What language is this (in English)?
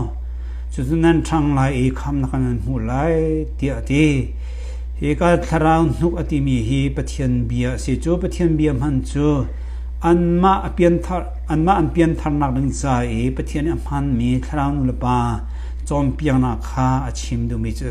Hakha Chin